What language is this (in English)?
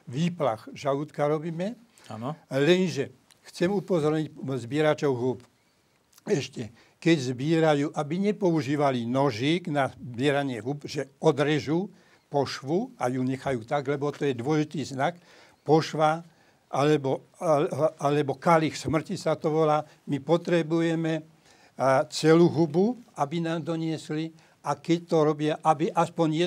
Slovak